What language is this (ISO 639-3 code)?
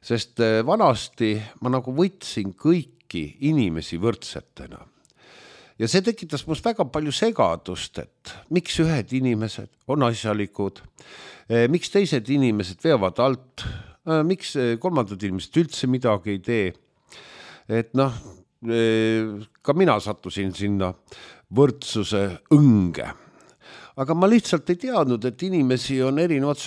est